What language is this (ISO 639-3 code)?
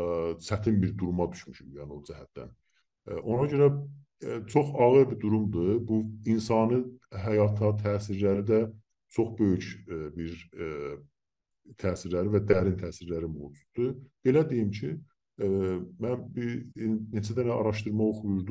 azb